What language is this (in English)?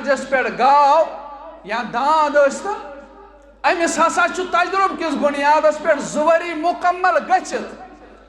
Kashmiri